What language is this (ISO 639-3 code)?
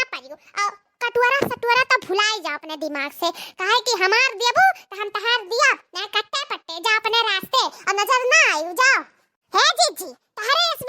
awa